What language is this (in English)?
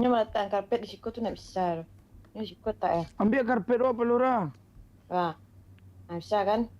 Minangkabau